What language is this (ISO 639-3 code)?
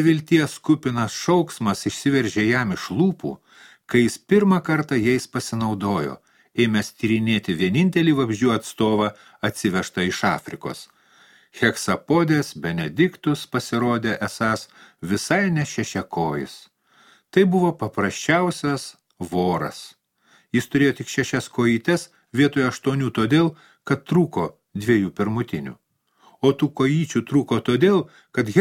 lit